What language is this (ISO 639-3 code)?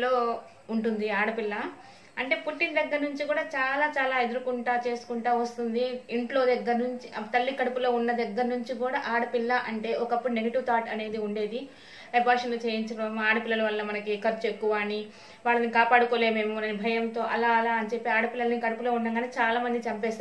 tel